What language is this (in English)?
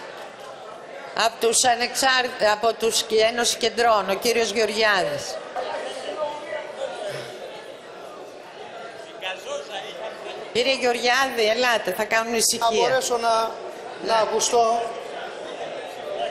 Greek